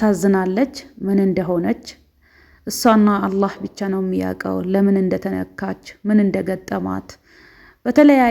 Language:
Amharic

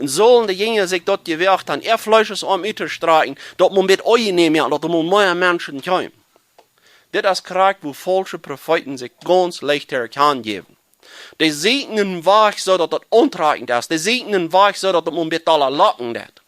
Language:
Plautdietsch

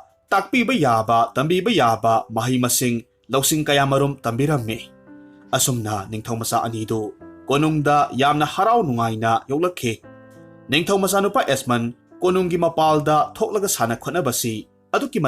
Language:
Manipuri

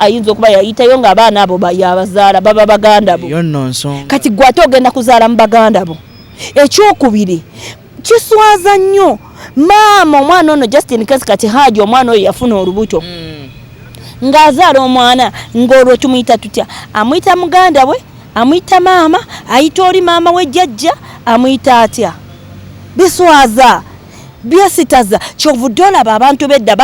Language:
Ganda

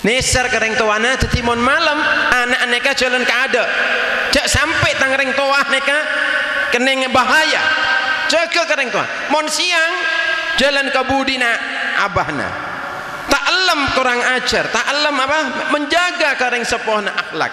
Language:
Madurese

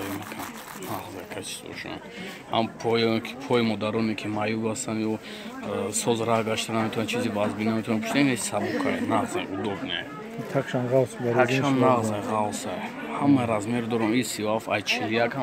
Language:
Tajik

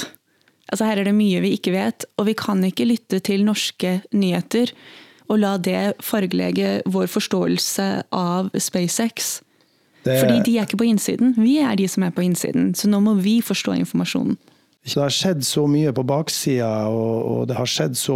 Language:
Norwegian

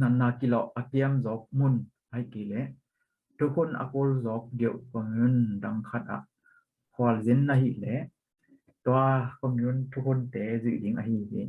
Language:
Tedim Chin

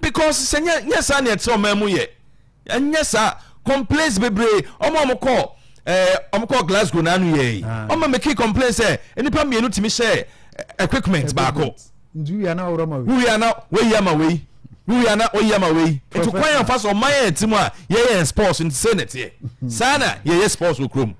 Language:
Akan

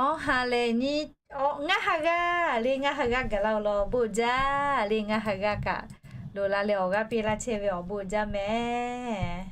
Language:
Lahu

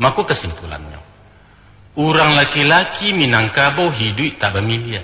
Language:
Minangkabau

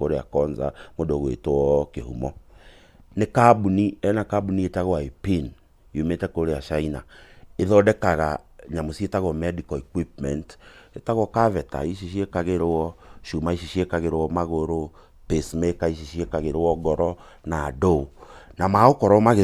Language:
Kikuyu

